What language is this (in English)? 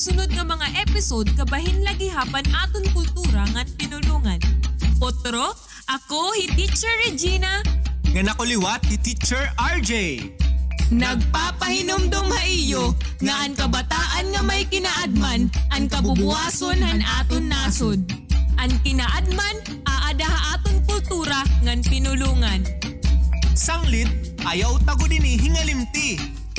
Waray